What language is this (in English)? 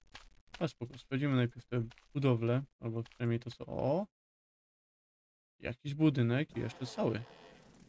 Polish